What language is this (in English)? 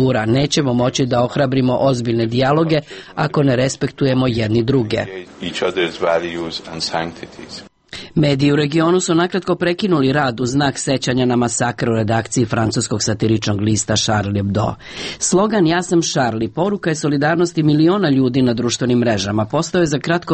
Serbian